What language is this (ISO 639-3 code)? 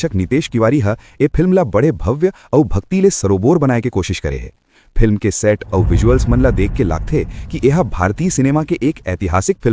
hne